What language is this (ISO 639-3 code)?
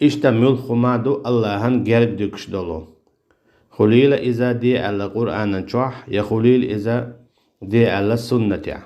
che